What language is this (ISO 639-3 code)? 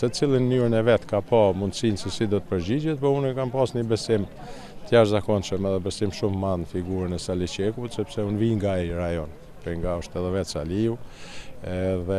sqi